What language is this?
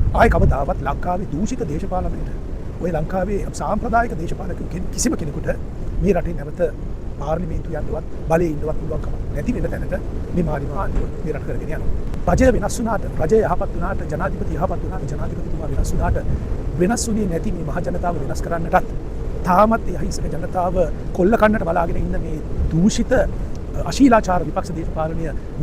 Sinhala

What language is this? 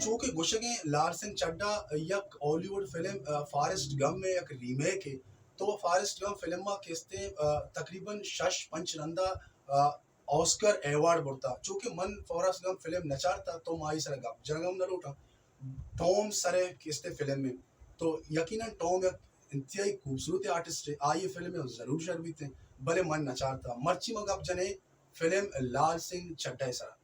Baluchi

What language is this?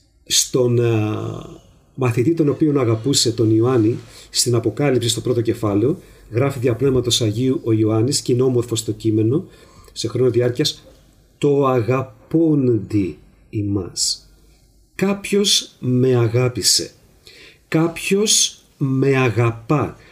Greek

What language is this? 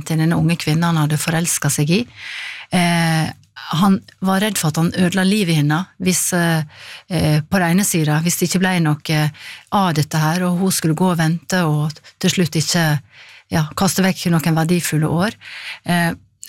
Norwegian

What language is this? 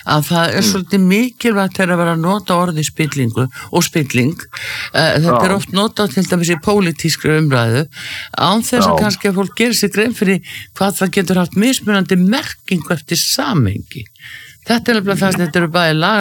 Icelandic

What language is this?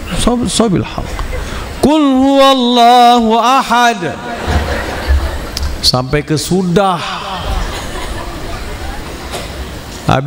Malay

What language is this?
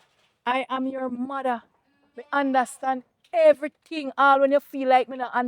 Jamaican Creole English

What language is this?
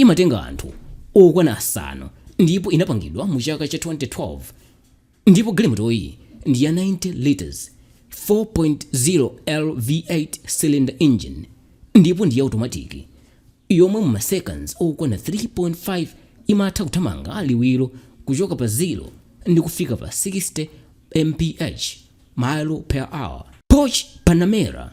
Nyanja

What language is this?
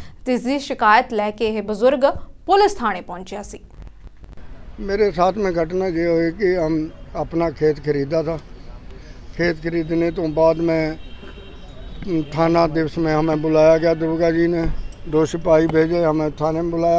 Punjabi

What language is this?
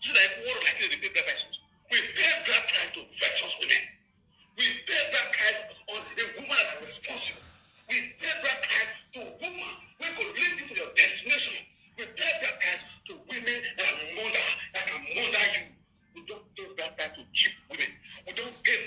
Nigerian Pidgin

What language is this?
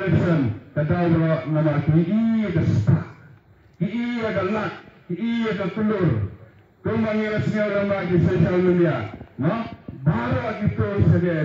Khasi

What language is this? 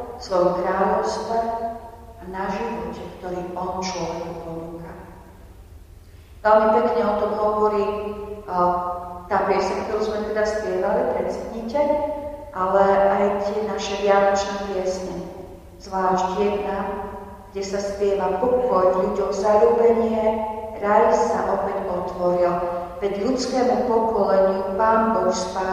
Slovak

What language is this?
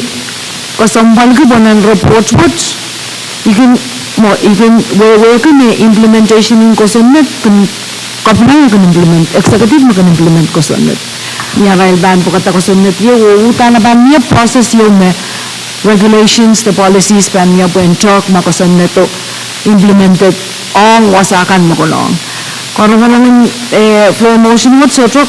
Pohnpeian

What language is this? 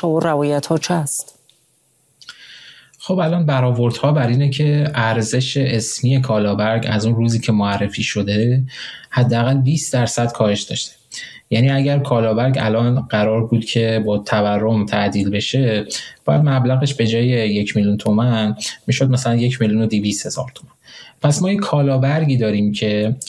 Persian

